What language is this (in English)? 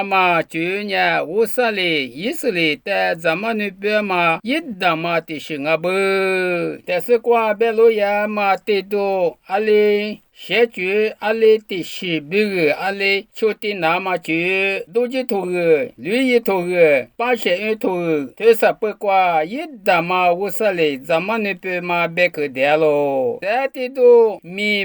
Lisu